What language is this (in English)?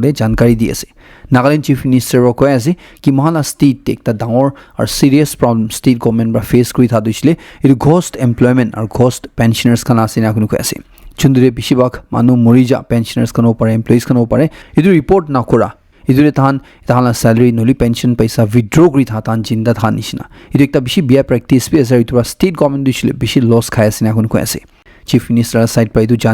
Naga Pidgin